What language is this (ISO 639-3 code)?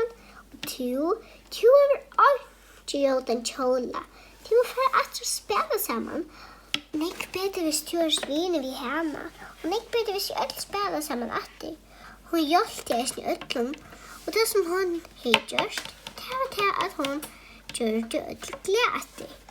fao